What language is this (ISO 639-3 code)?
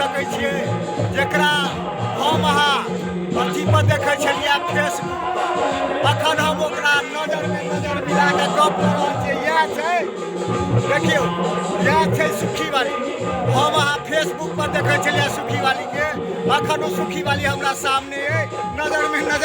mai